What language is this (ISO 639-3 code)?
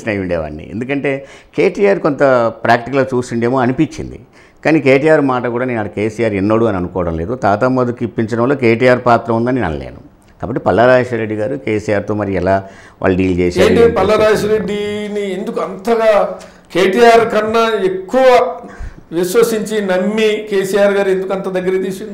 tel